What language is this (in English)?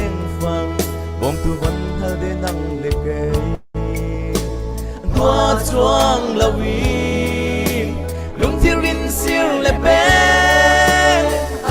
Falam Chin